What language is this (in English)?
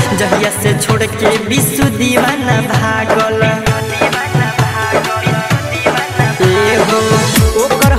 Bhojpuri